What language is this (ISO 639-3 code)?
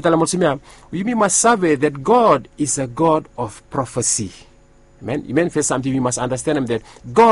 bis